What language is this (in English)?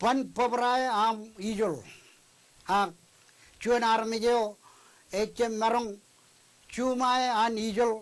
Marshallese